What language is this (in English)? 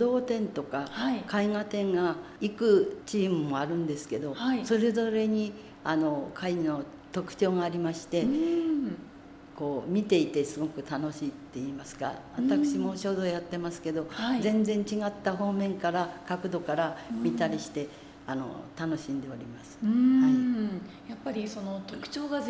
Japanese